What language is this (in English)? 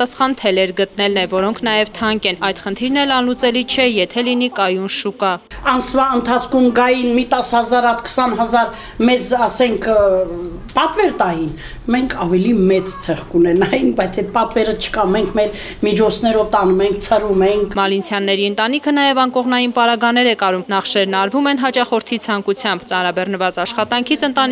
Armenian